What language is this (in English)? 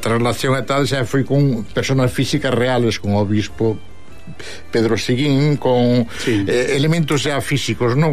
Galician